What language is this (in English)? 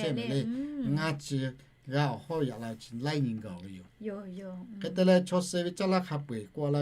Lahu